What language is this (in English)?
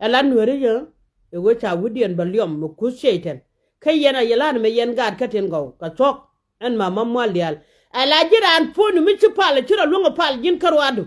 Nuer